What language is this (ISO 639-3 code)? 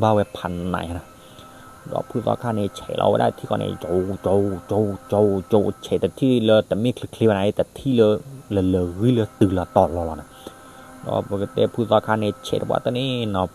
ksw